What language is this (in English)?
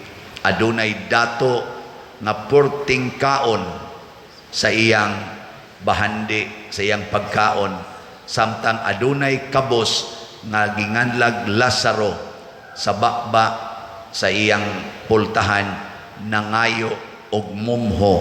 Cebuano